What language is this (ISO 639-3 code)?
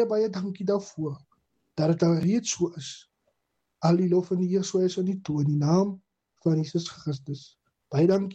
afr